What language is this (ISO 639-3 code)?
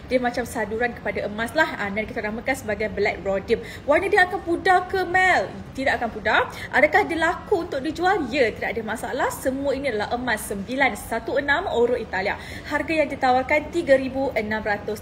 msa